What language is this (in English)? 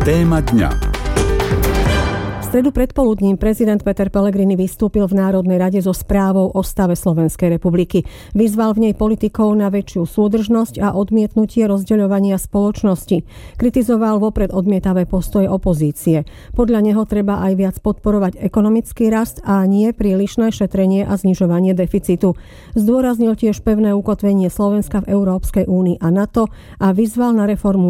Slovak